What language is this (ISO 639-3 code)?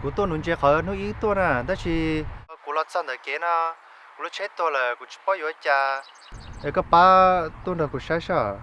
hmn